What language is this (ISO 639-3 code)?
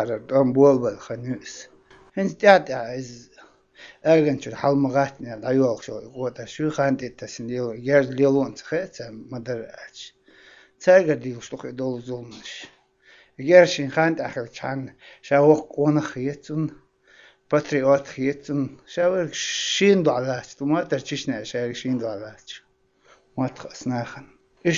srp